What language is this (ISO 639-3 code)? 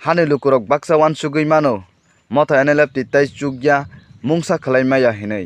trp